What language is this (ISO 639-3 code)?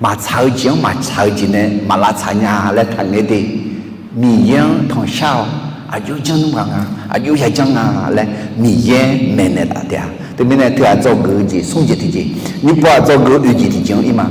ahk